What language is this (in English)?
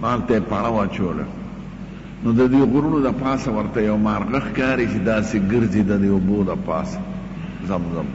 Pashto